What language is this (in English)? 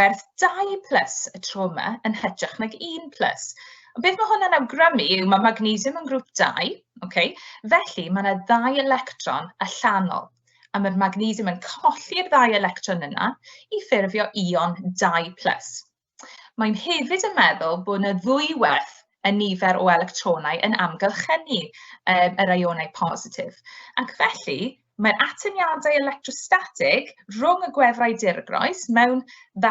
Welsh